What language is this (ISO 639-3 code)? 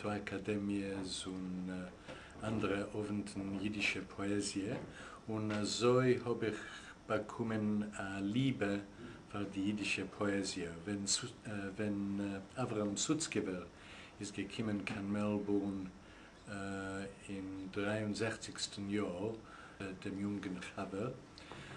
yid